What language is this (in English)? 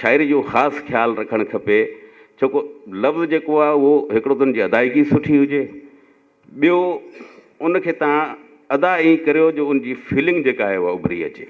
Sindhi